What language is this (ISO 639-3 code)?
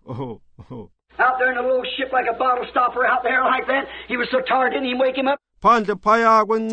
xho